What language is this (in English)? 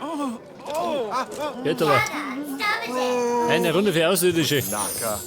Bavarian